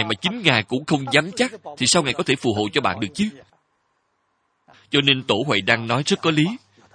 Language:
Vietnamese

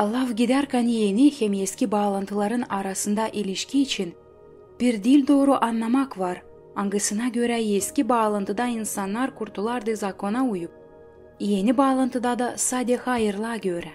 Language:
Gagauz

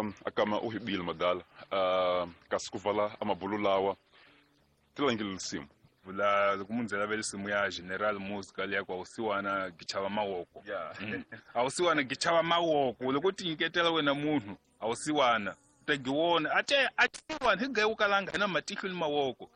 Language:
Tsonga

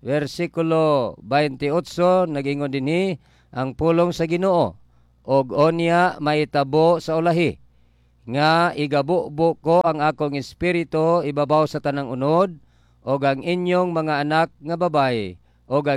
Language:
Cebuano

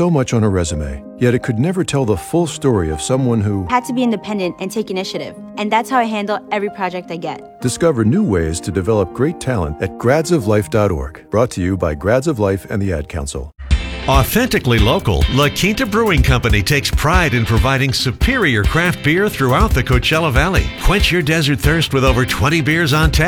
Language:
English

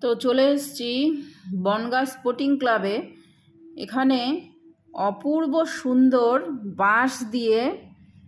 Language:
Bangla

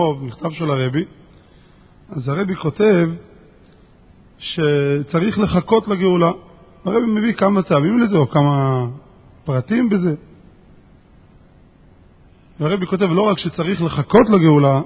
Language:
Hebrew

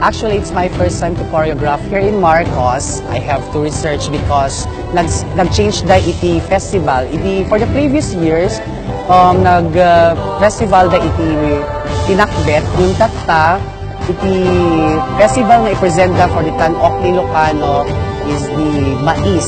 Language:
Iloko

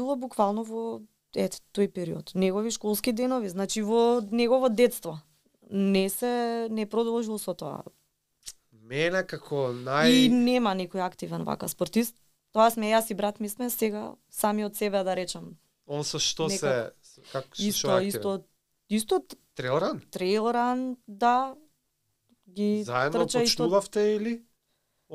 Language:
Macedonian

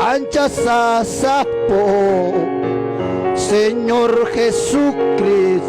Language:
Ayacucho Quechua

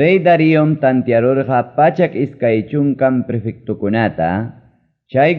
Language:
Ayacucho Quechua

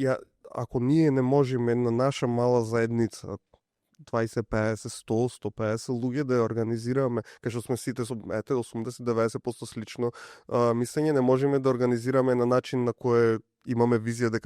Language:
Macedonian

